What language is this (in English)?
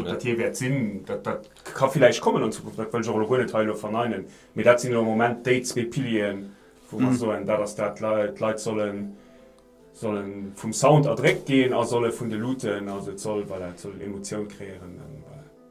Luxembourgish